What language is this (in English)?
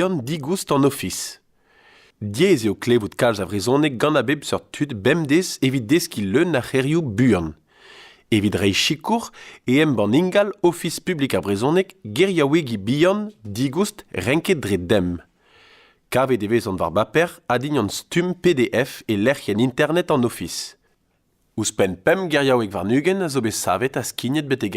Breton